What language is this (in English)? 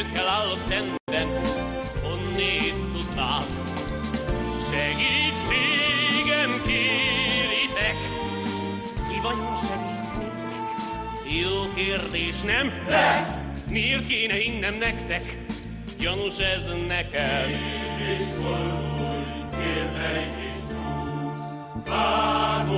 Hungarian